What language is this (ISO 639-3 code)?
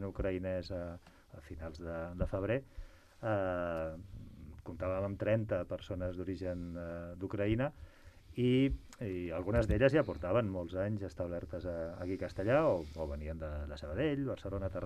cat